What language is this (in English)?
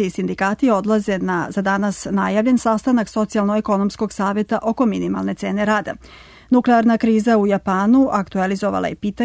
Serbian